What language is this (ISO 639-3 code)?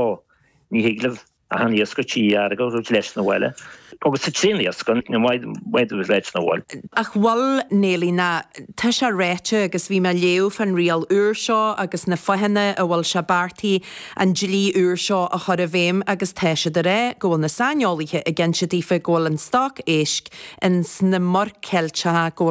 gle